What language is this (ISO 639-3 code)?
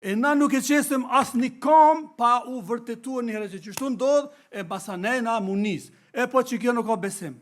sqi